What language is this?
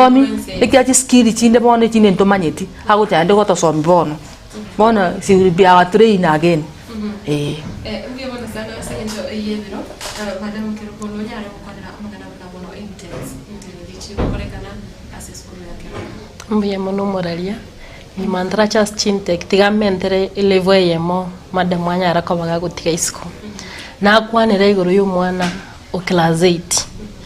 Gusii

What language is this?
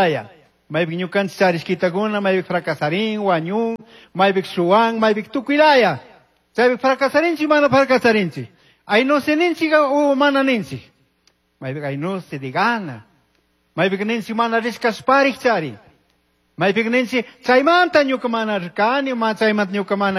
Chimborazo Highland Quichua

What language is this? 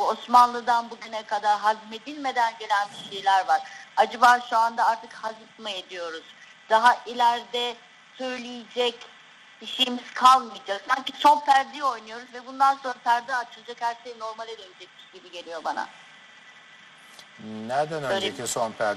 Turkish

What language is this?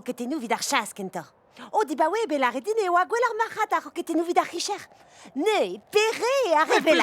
Breton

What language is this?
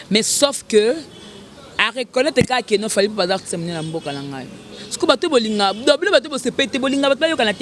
Lingala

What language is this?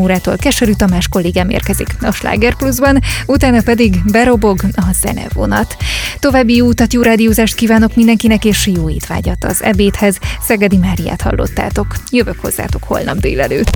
Hungarian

